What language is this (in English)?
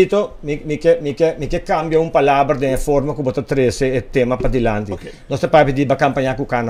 Papiamento